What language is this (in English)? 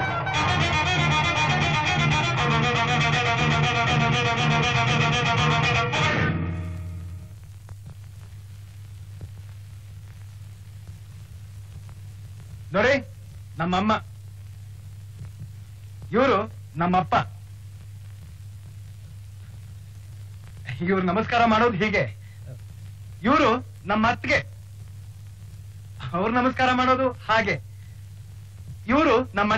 Kannada